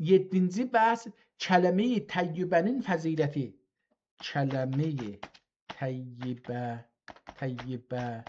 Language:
South Azerbaijani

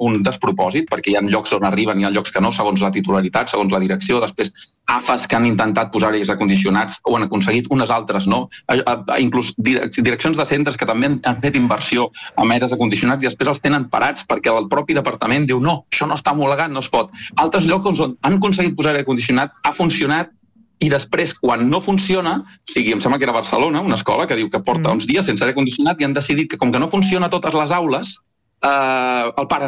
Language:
Catalan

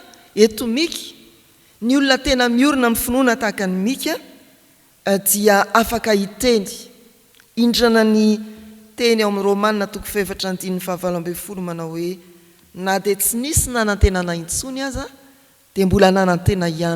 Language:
Malagasy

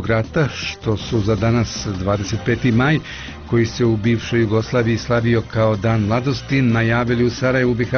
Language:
Bosnian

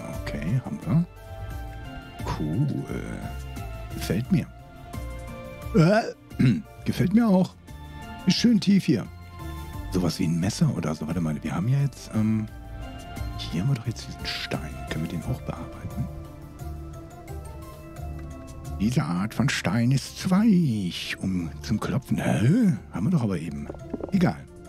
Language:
German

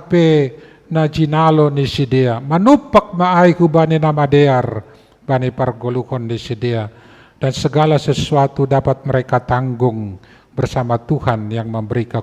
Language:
Batak Simalungun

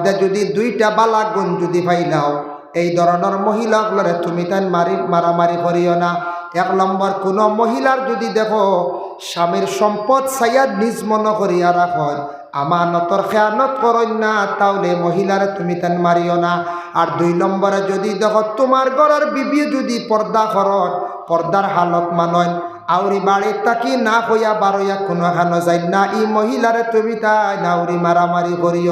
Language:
Sylheti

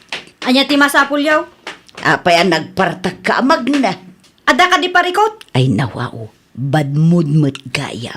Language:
Iloko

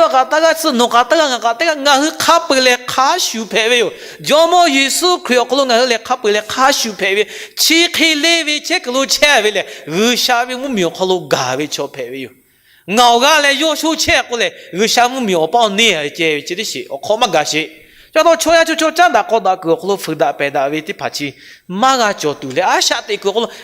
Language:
Lahu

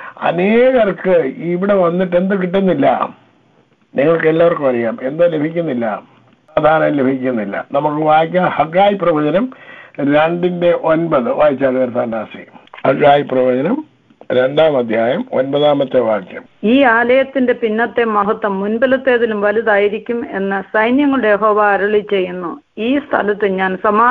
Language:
Malayalam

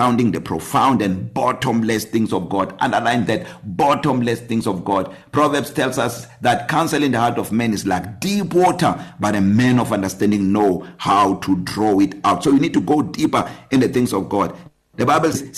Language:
English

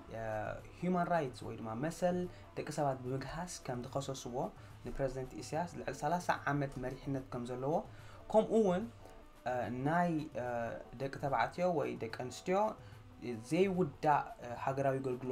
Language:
Tigrinya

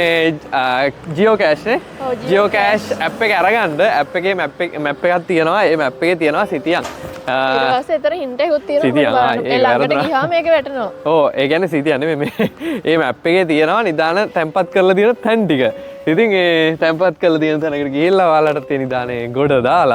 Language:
Sinhala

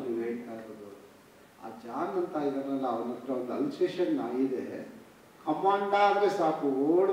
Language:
Kannada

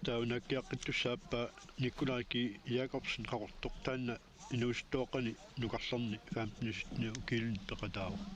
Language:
Kalaallisut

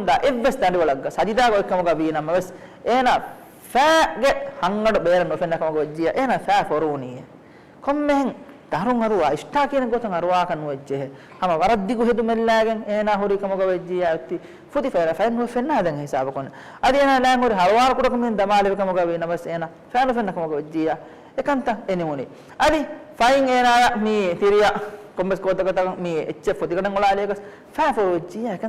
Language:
Divehi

